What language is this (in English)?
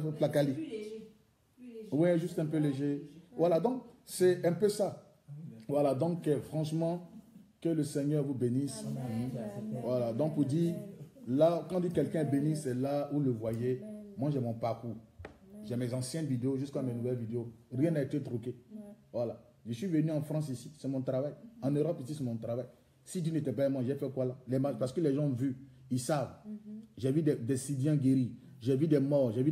French